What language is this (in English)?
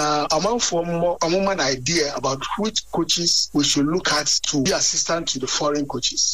Akan